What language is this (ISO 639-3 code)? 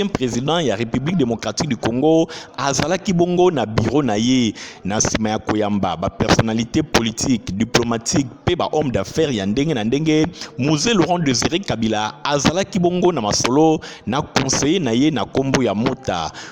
lin